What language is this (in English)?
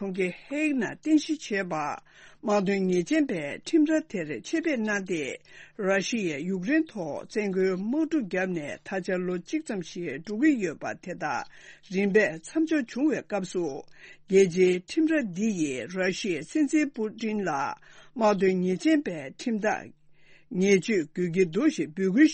Tibetan